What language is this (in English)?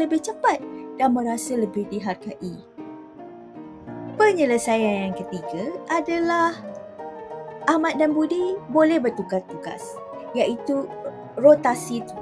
Malay